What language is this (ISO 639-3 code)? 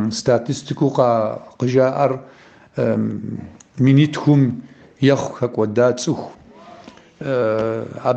kbd